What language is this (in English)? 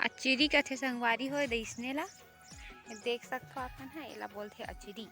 Chhattisgarhi